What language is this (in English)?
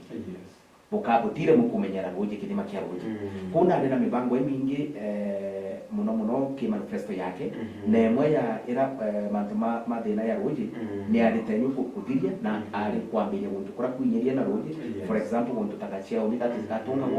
Meru